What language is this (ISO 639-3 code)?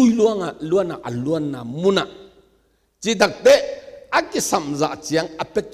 ctd